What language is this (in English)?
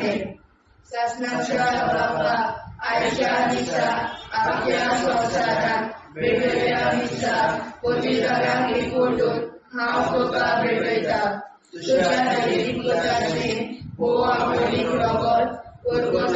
Konkani